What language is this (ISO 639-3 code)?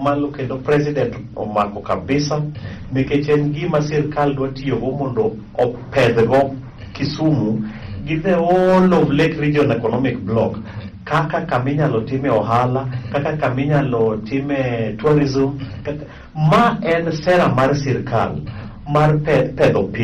luo